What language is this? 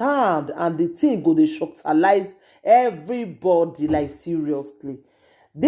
Nigerian Pidgin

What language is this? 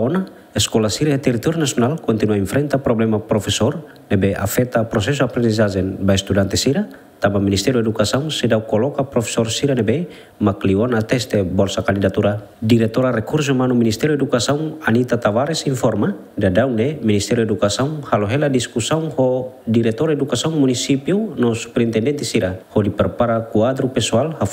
Tetum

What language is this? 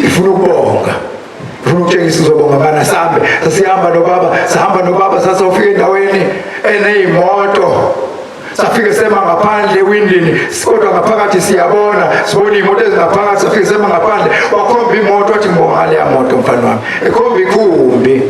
Zulu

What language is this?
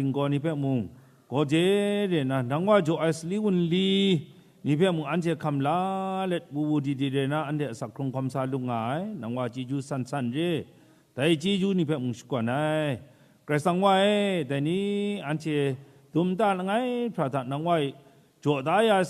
Kachin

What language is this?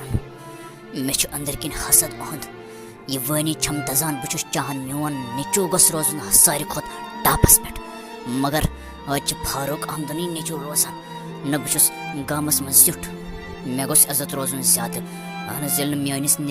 Kashmiri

